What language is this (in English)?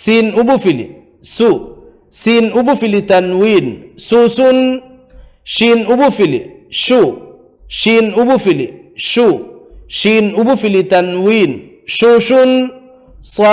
Divehi